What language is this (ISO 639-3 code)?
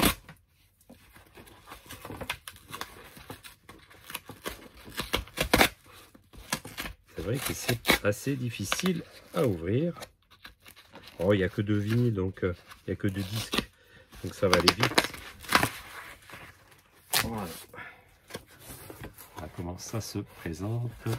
fra